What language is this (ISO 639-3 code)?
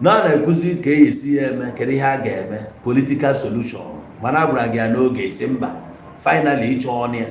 ibo